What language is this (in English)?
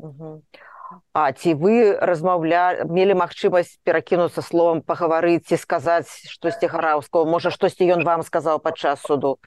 Belarusian